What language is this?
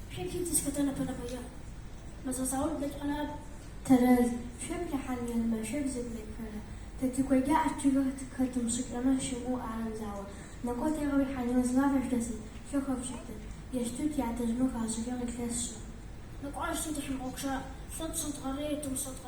Adyghe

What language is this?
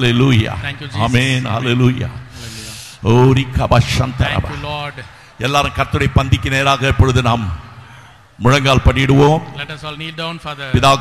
Tamil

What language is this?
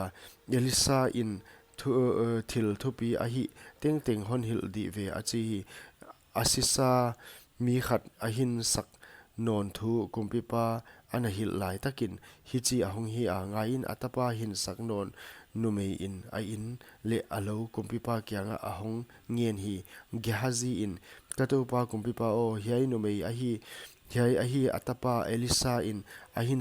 Paite Chin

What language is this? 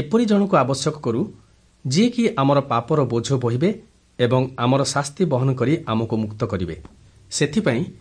Odia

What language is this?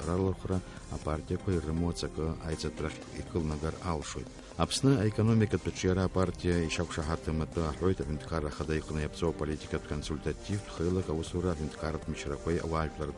Abkhazian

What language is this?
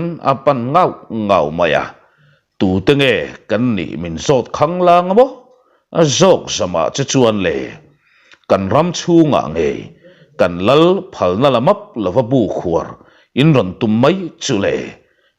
Mizo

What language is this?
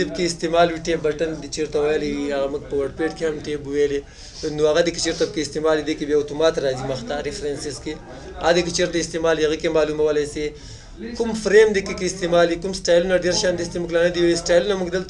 Pashto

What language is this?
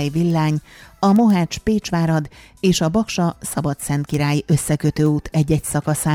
Hungarian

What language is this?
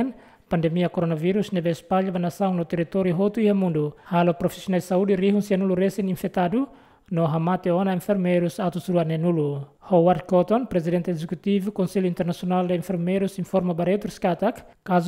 Tetum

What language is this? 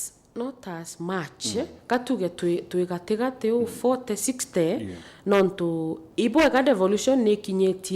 Meru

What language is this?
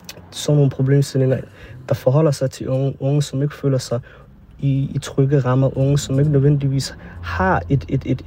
Danish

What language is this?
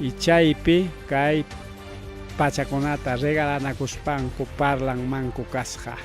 Ayacucho Quechua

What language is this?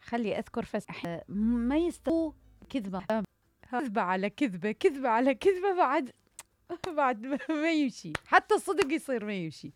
Mesopotamian Arabic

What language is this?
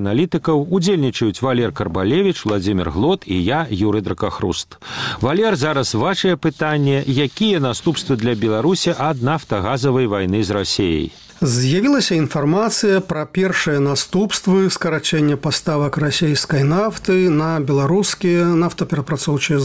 Belarusian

